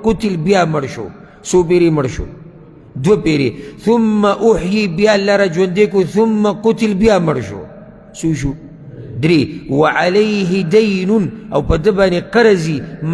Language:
Pashto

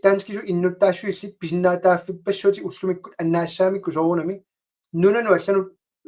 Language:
Kalaallisut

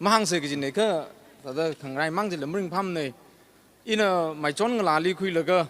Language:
Tangkhul Naga (India)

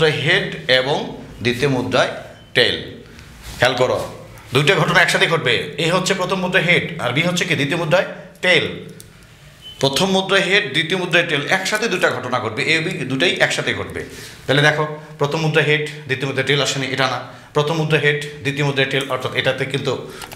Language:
Bangla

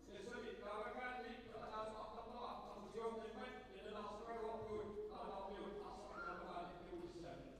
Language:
Kalaallisut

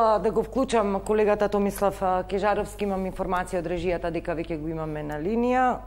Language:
Macedonian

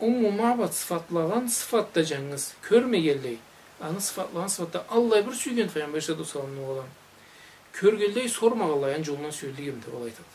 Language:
Karachay-Balkar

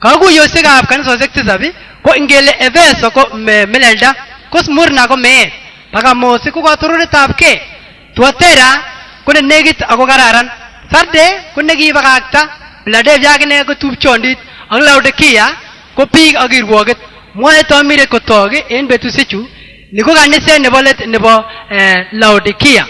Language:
Kipsigis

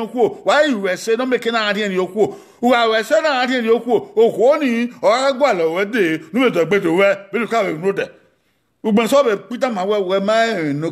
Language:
Bini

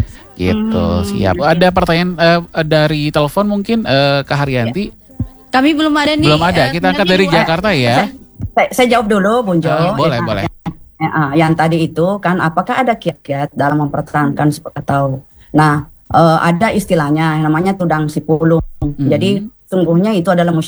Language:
Indonesian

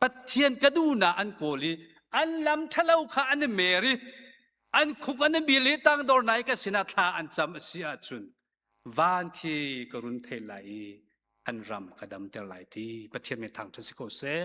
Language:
Hakha Chin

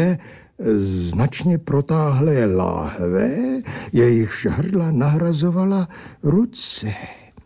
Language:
Czech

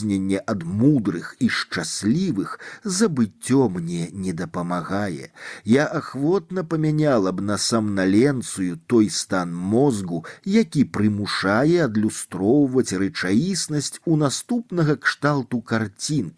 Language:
Belarusian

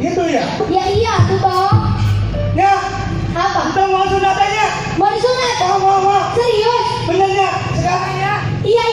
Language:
Betawi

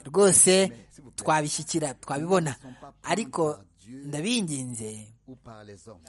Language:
Kinyarwanda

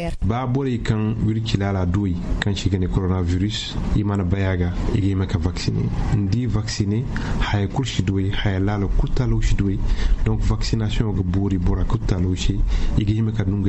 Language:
Zarma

